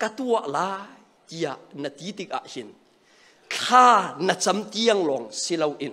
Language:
Hakha Chin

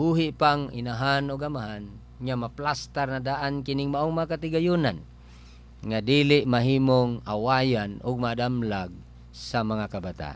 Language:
Cebuano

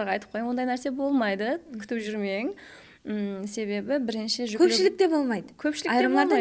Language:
Kara-Kalpak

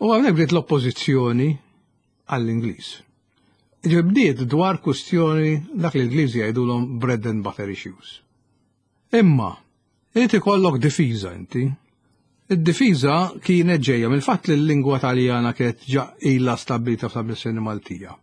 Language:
Maltese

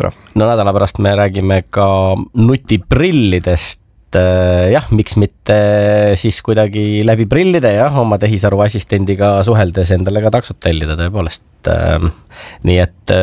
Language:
Estonian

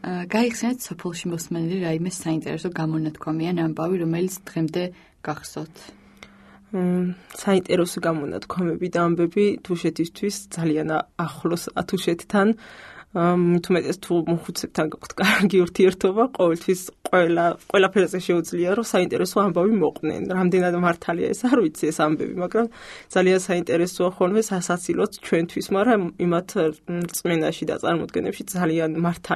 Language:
Georgian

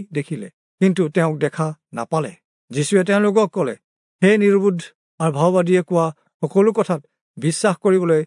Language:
Assamese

